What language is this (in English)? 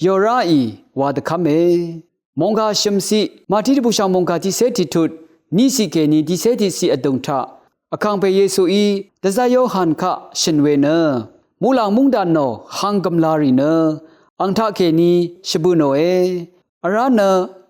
Rawang